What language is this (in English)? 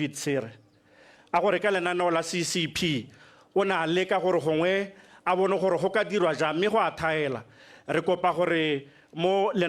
Tswana